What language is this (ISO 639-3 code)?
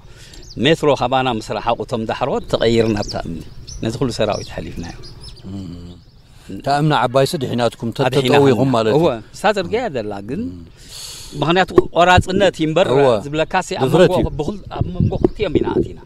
tir